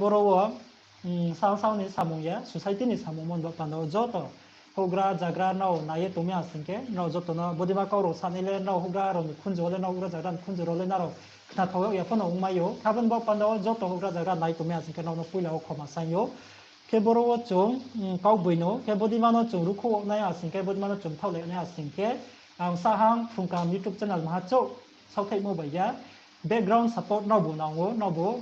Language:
Riang (India)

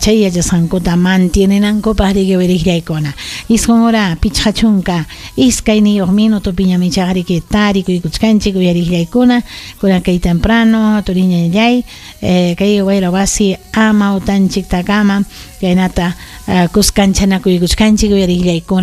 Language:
Ayacucho Quechua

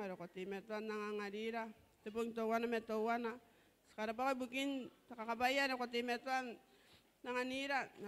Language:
Gilbertese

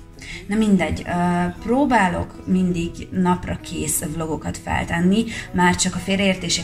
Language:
Hungarian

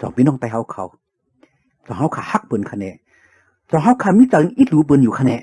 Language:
Shan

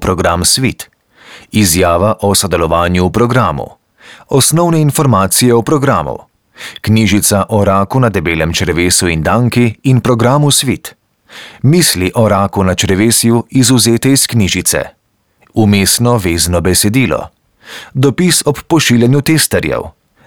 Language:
Slovenian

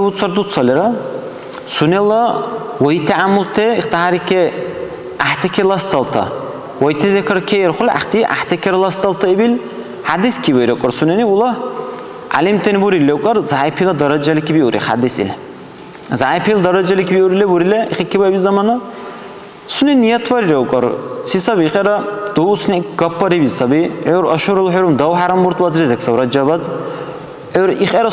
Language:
Dargwa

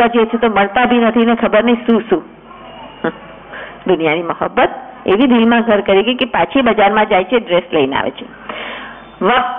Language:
Gujarati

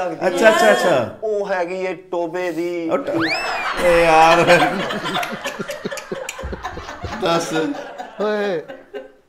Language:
Punjabi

